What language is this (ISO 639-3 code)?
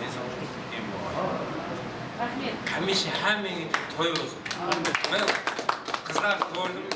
kaa